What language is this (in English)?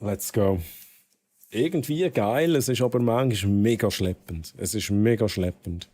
Swiss German